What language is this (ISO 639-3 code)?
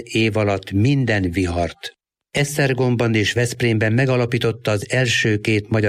hun